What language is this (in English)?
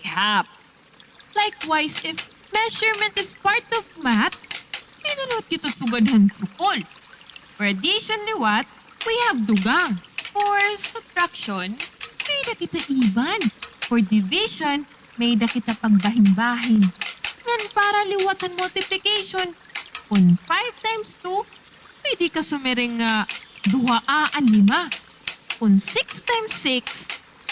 Waray